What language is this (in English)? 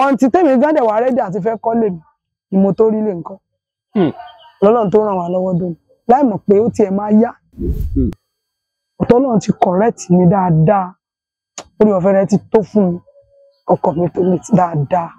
Yoruba